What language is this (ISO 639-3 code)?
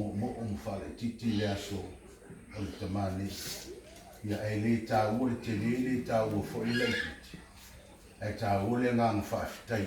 smo